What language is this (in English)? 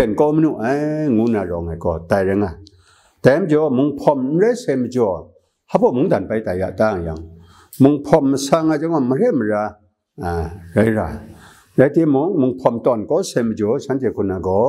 Kachin